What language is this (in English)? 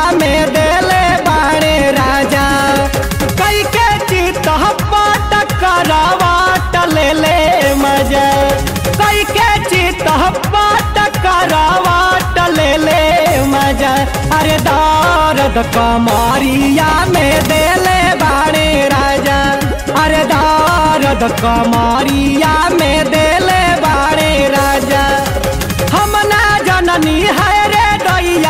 Bhojpuri